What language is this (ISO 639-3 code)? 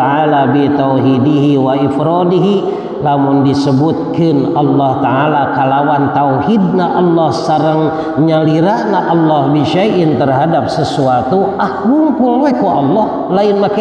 sun